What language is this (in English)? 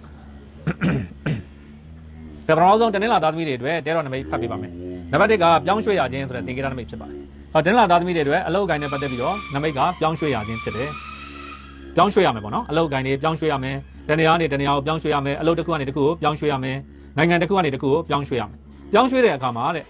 Burmese